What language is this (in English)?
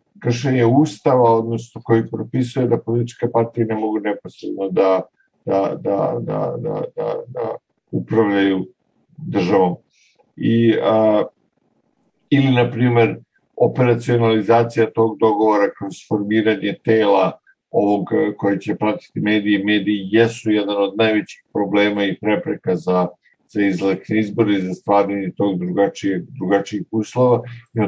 Serbian